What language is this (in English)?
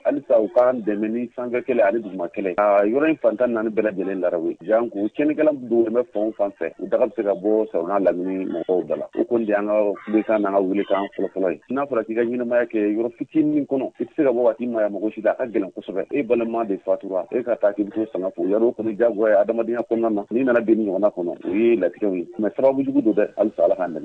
Bambara